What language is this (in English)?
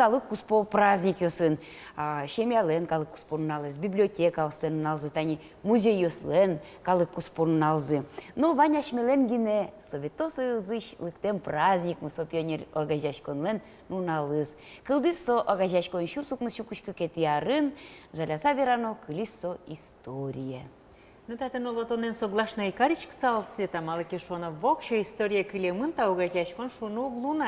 Udmurt